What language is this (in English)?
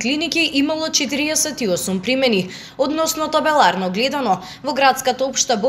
Macedonian